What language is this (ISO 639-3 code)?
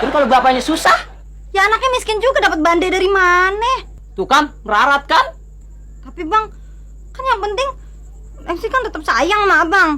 bew